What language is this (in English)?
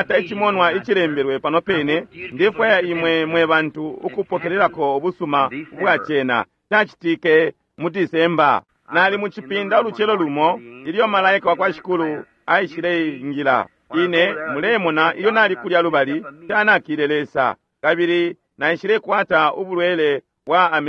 Bemba